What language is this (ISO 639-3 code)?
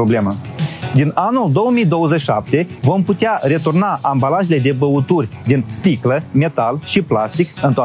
ron